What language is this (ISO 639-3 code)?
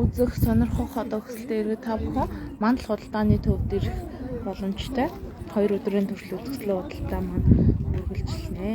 mon